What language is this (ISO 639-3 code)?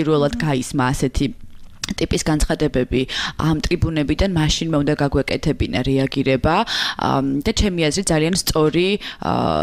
kat